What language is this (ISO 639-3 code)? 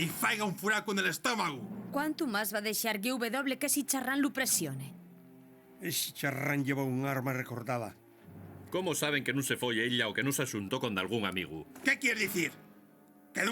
ast